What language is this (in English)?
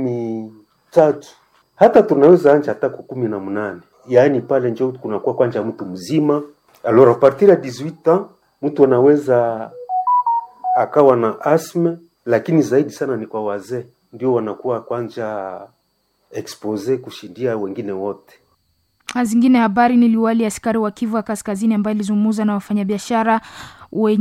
Swahili